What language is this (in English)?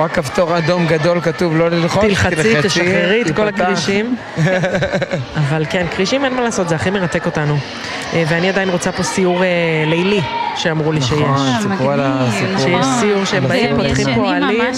Hebrew